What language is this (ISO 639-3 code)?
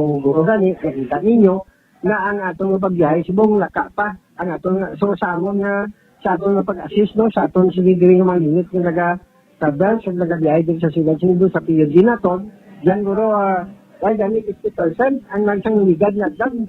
hil